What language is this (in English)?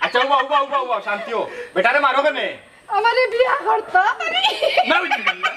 Sylheti